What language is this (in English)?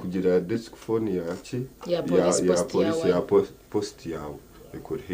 Nyankole